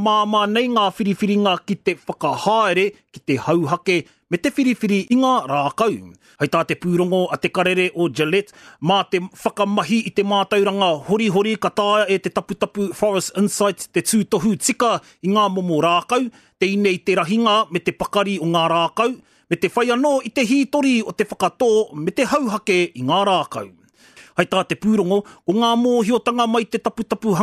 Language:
Māori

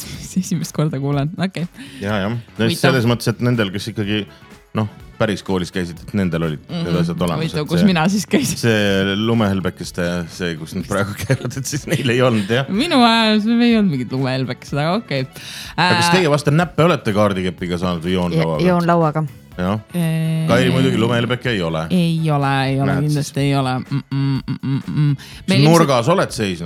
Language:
Estonian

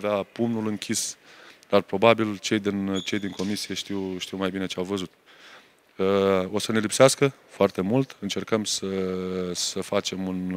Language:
Romanian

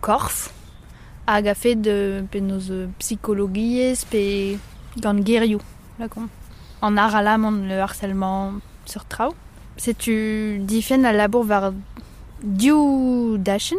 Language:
Breton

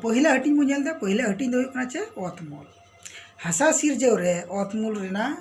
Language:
Santali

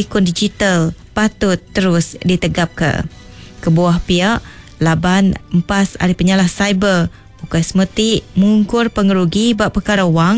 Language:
Iban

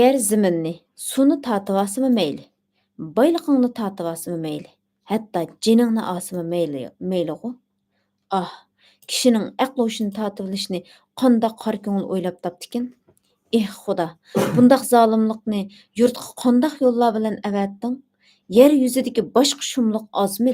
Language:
Uyghur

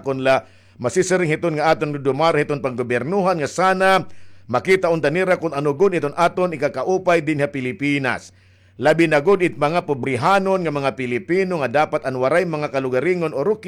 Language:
Waray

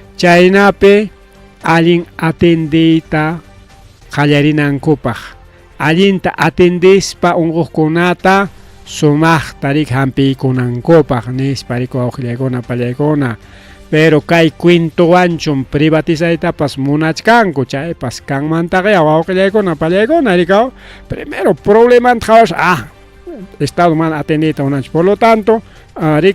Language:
Ayacucho Quechua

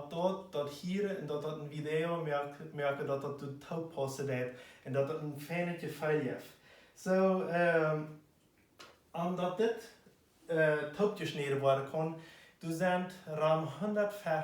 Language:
Plautdietsch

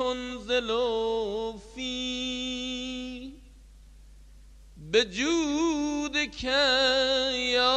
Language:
Bosnian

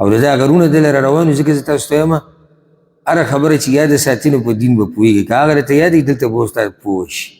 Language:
Pashto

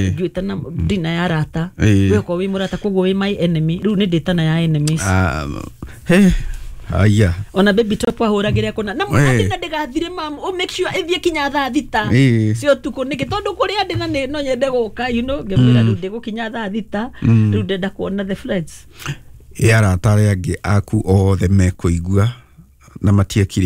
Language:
Kikuyu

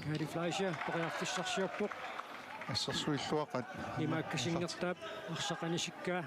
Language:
Kalaallisut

